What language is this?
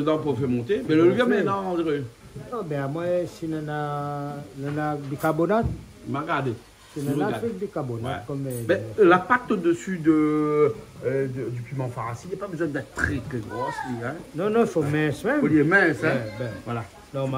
Réunion Creole French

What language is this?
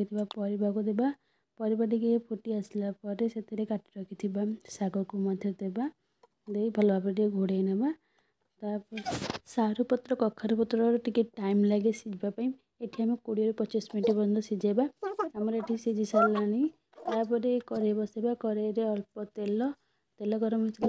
Odia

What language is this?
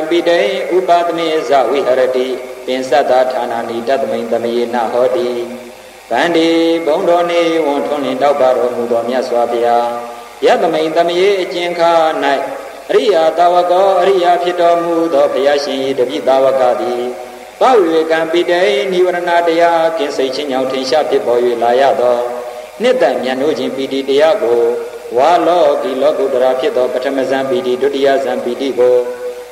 Burmese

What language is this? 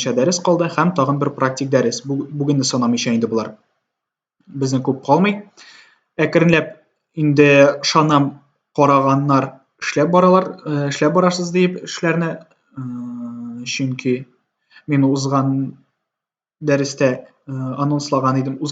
Tatar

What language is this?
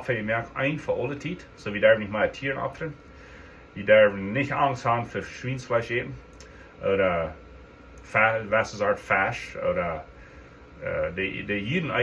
Plautdietsch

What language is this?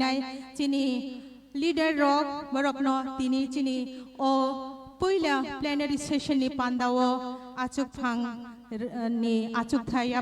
Kok Borok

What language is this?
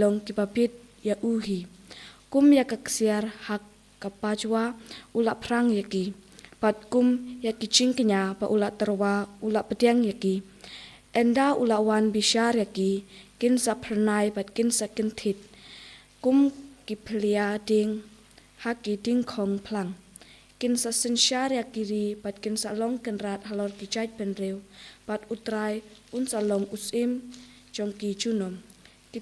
Khasi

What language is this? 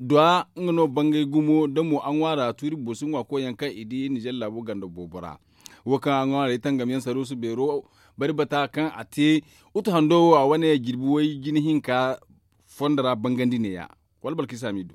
Zarma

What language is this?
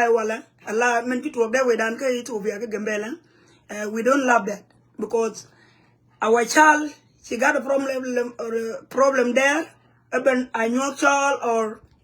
Nuer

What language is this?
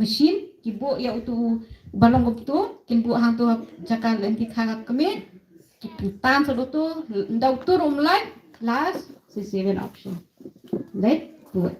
Khasi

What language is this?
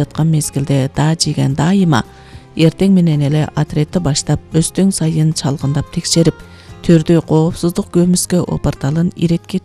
Kyrgyz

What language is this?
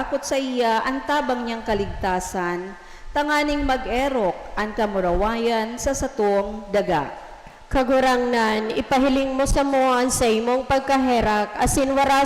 Bikol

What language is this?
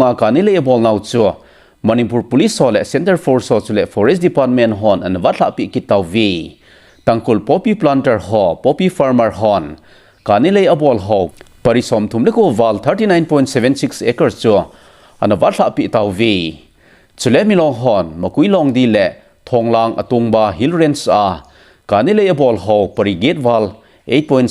Thado Chin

